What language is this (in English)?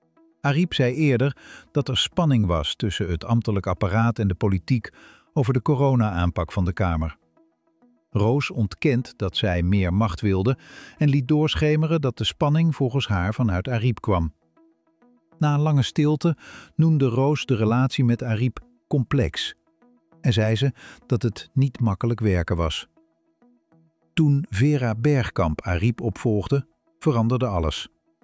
Dutch